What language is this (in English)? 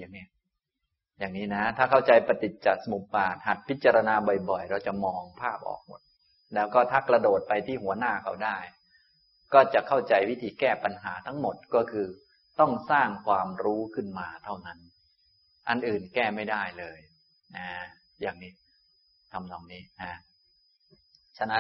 Thai